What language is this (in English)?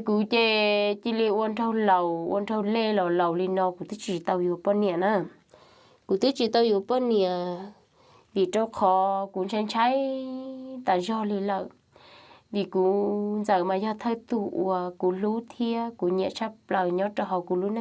Hmong